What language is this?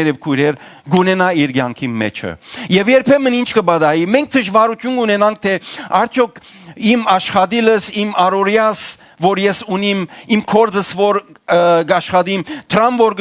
Western Armenian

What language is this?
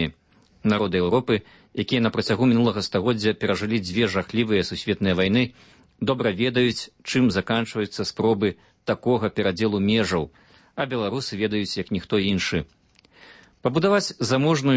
Belarusian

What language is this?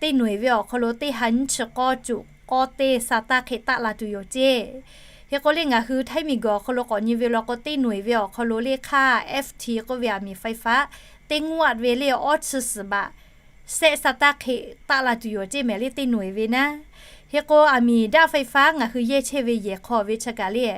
Lahu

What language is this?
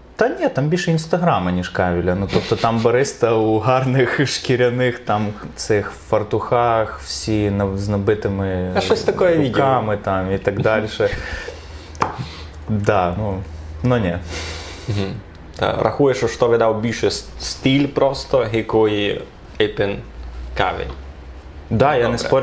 Rusyn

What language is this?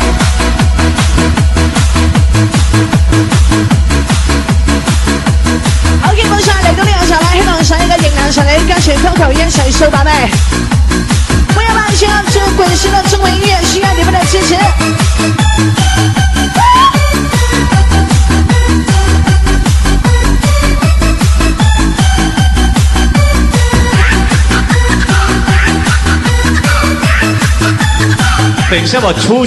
Chinese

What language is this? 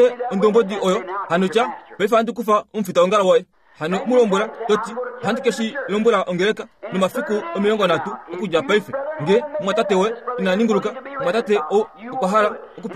Kuanyama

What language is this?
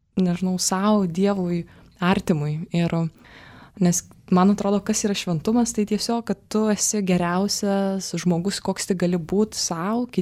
Lithuanian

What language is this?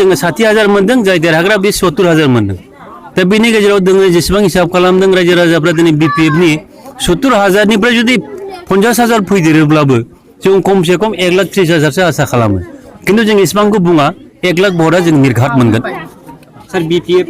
Bodo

